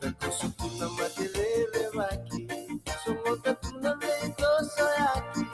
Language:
Fijian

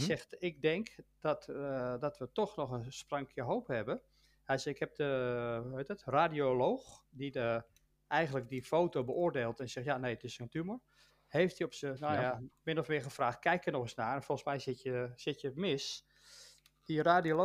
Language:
Dutch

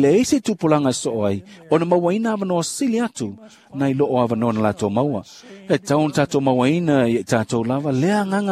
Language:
Samoan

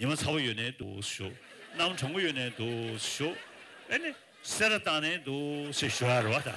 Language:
Tibetan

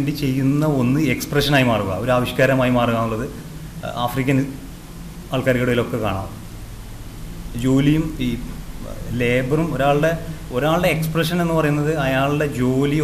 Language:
Malayalam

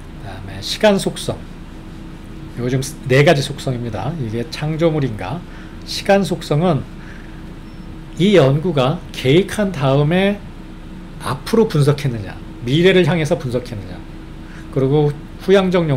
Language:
Korean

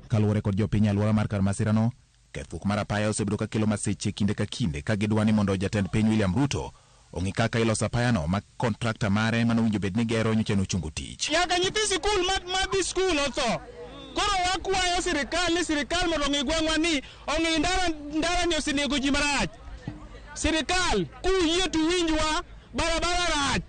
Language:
Luo (Kenya and Tanzania)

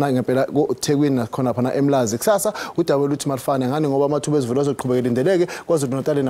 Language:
Zulu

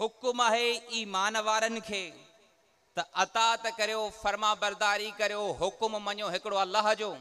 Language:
Sindhi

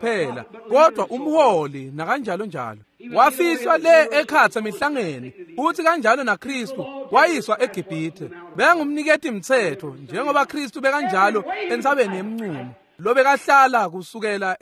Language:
Swati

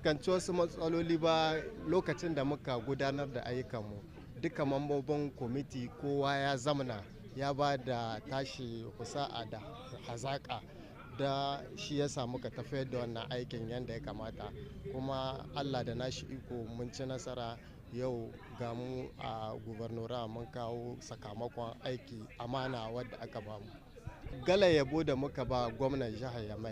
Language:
Hausa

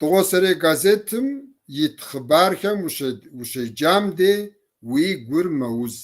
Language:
Kabardian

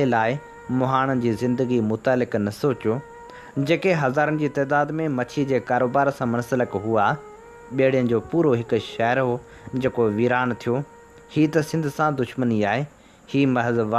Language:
Sindhi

